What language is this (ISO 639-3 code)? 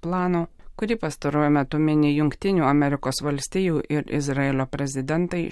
lit